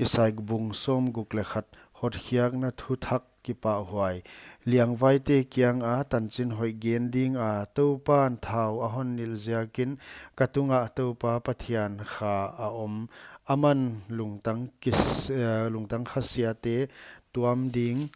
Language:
Paite Chin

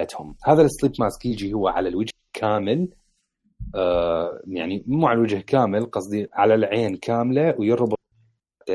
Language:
Mesopotamian Arabic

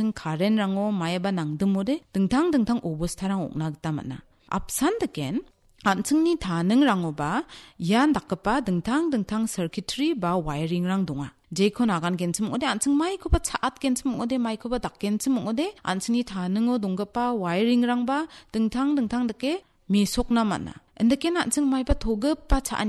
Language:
Garo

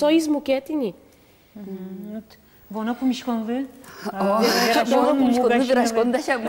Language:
Udmurt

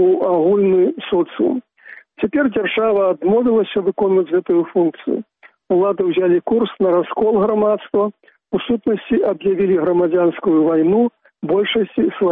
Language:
Belarusian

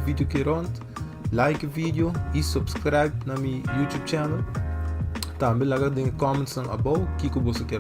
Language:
Papiamento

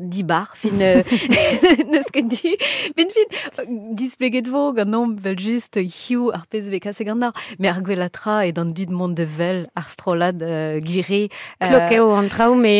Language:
Breton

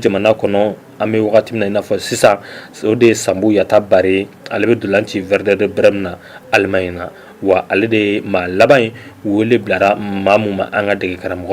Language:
Bambara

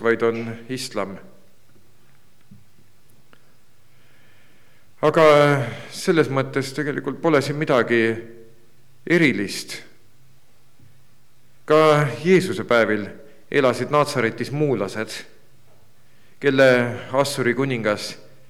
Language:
Estonian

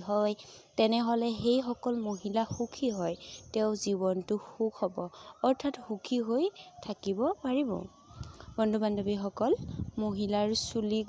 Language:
Assamese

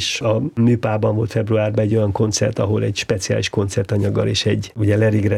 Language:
Hungarian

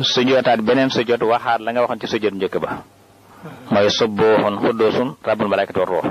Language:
Wolof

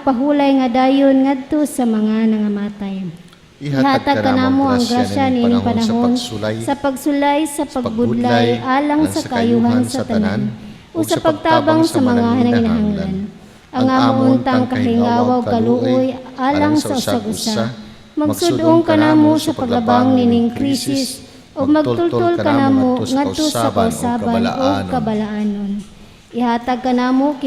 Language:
Cebuano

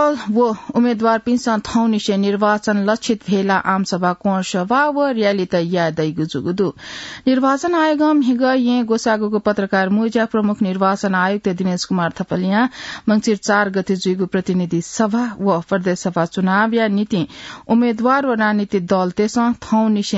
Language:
Newari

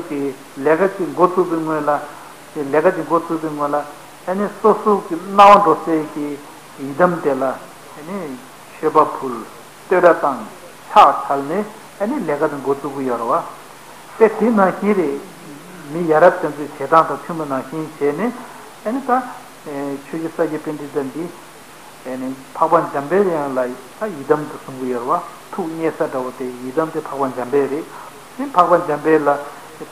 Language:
Tibetan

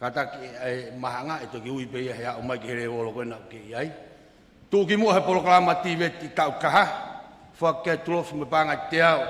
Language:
Tongan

